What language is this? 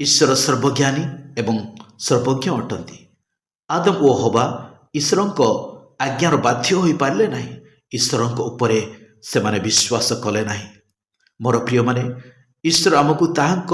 Odia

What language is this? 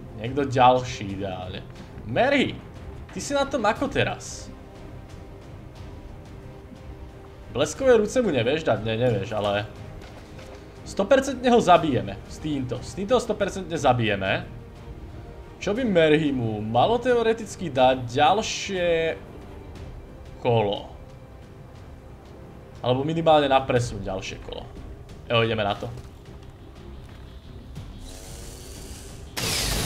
Slovak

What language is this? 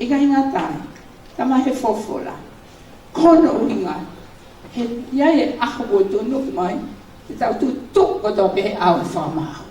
Tongan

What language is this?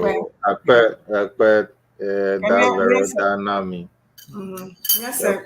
Ewe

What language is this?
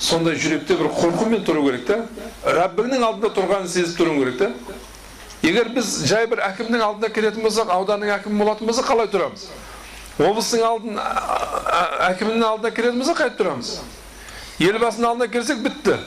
Kazakh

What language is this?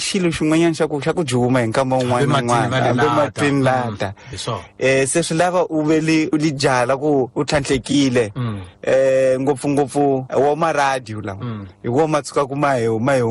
Tsonga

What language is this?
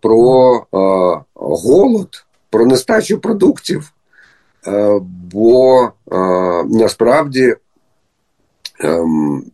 Ukrainian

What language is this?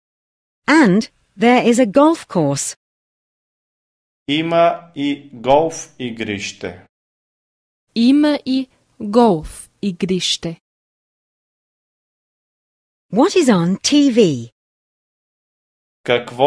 Bulgarian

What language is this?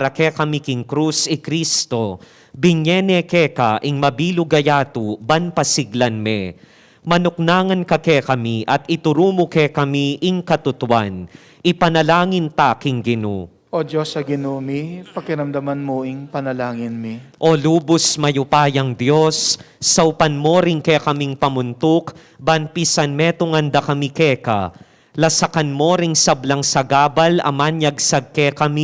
Pampanga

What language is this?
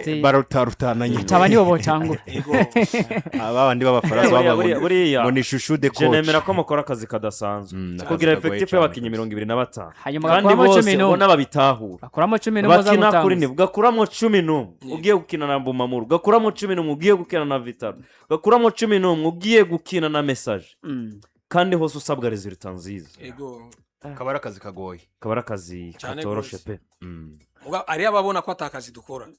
Rundi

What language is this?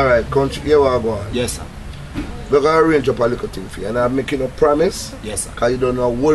Jamaican Creole English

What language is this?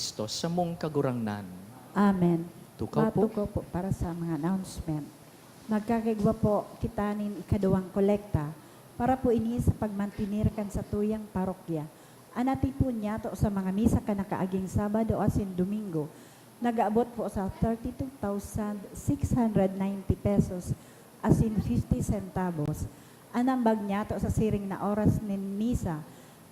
Bikol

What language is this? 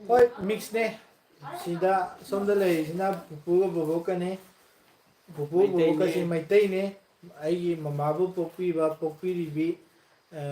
Manipuri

